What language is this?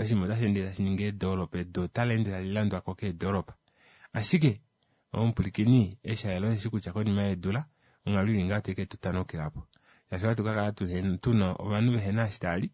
Kuanyama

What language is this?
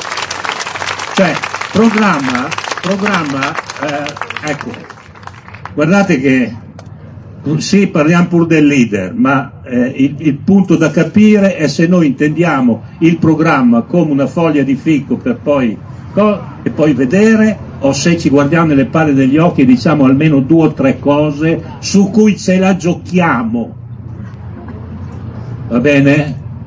Italian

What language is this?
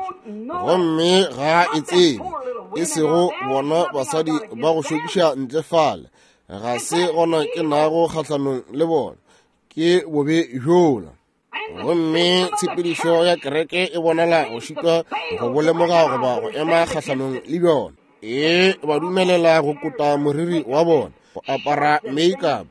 Northern Sotho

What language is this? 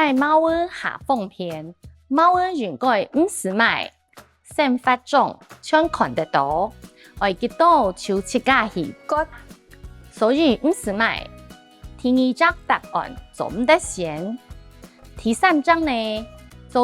Hakka Chinese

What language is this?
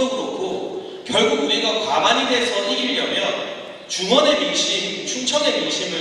Korean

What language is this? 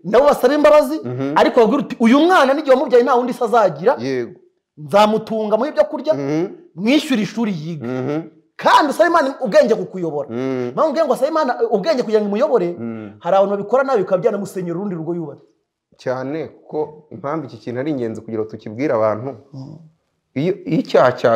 Kinyarwanda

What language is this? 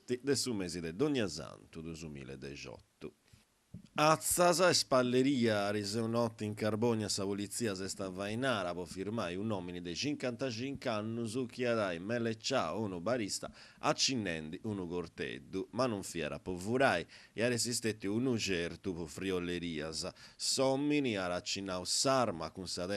Sardinian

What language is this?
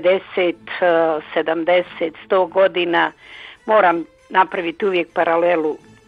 Croatian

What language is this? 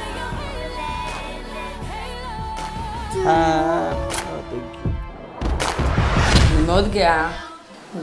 Hebrew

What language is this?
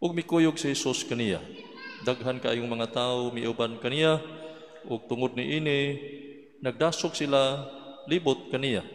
Cebuano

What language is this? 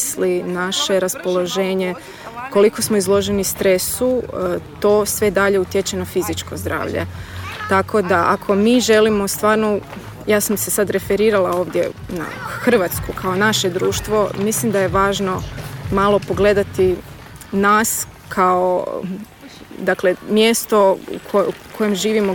Croatian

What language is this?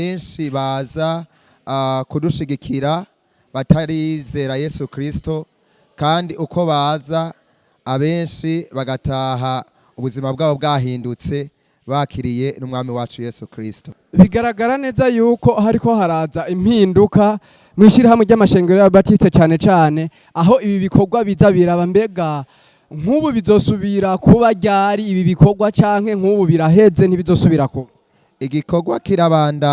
Rundi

